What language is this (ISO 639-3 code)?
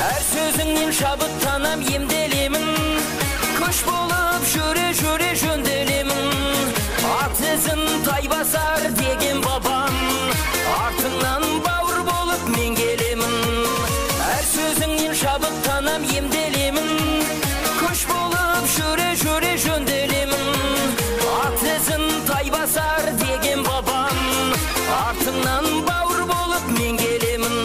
kaa